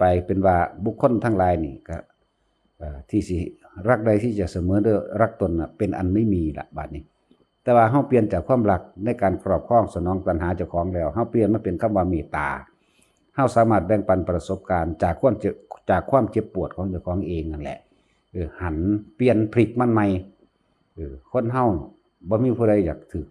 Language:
Northeastern Thai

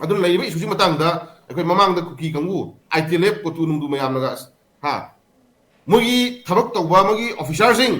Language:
Manipuri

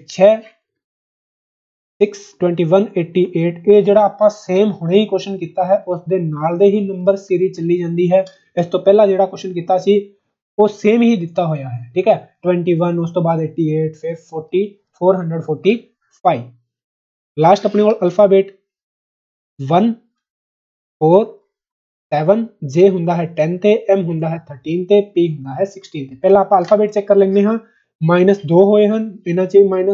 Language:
Punjabi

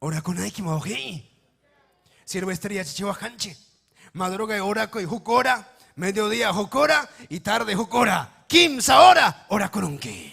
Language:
Ayacucho Quechua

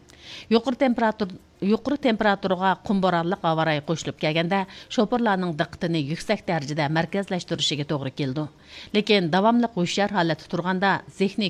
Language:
Uyghur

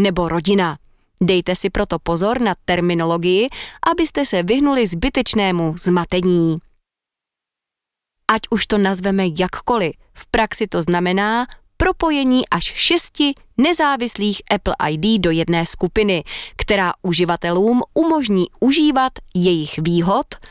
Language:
Czech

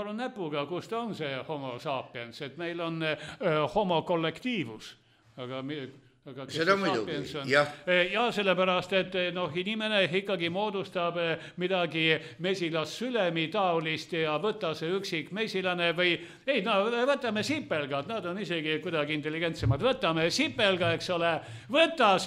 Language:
Estonian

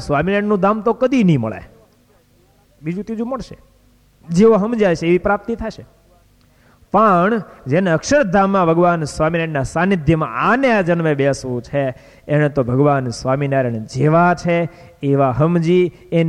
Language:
Gujarati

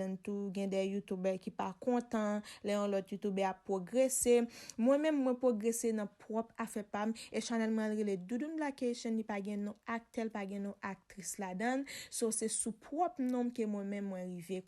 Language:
Haitian Creole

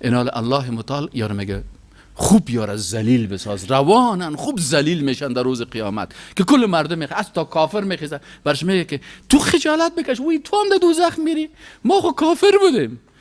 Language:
Persian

